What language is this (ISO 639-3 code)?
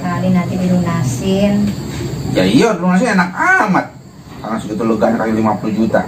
bew